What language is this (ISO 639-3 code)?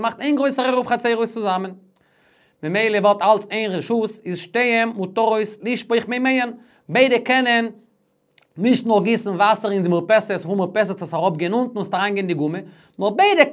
yid